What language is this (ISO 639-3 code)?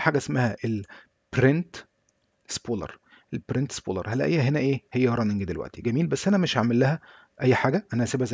arz